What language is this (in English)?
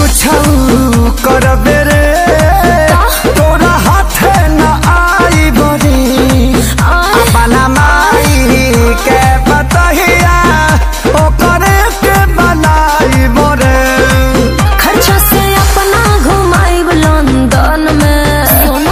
Bhojpuri